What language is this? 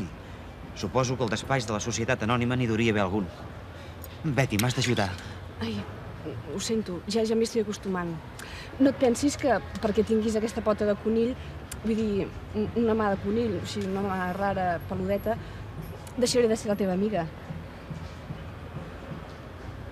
Catalan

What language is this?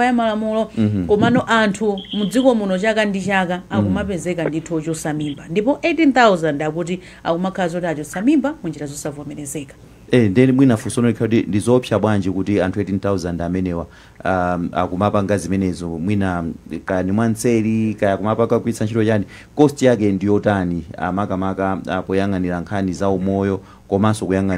Nyanja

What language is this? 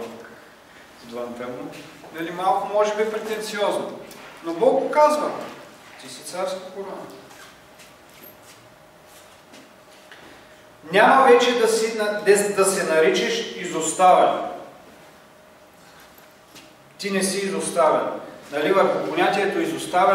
Bulgarian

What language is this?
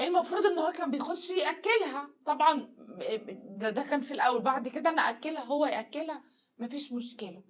Egyptian Arabic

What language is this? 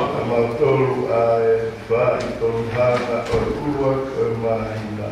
Tongan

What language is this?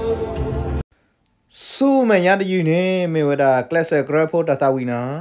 S'gaw Karen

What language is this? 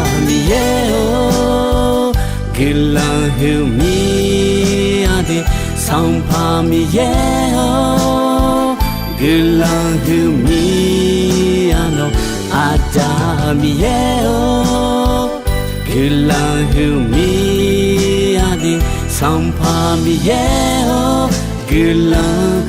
Akha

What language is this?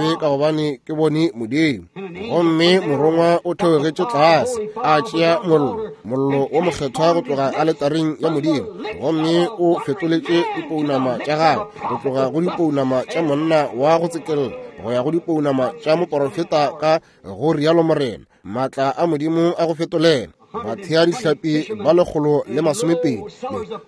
Northern Sotho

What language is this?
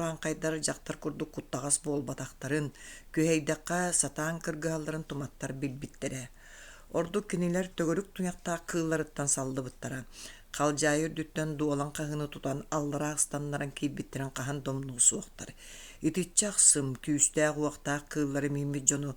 Yakut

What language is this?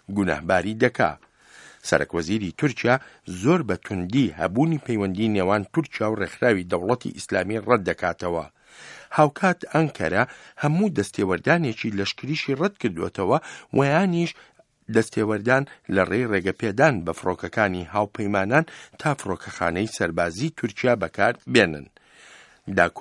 Central Kurdish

